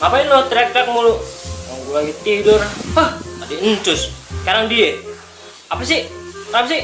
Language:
Betawi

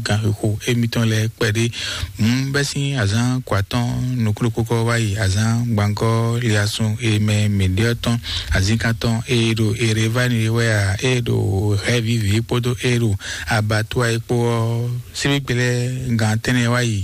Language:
Fon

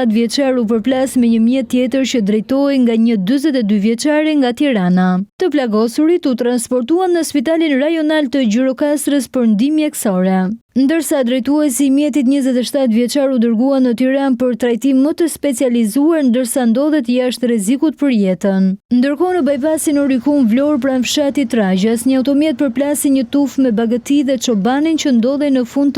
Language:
Albanian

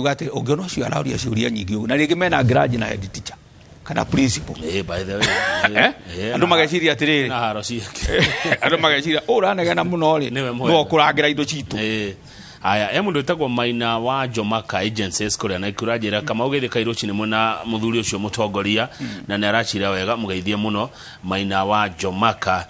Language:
Kikuyu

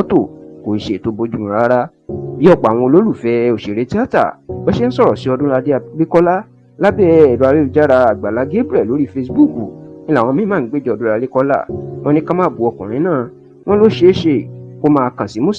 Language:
Yoruba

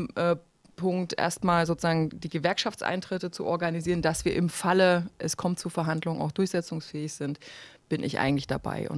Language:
German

